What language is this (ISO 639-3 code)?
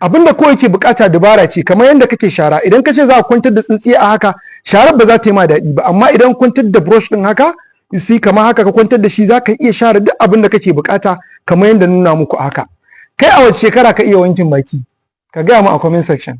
hau